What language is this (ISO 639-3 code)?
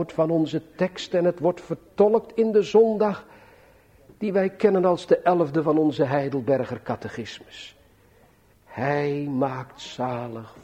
nld